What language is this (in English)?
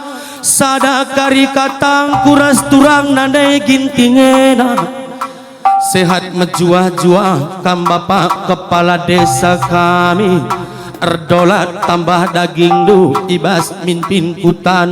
Batak Karo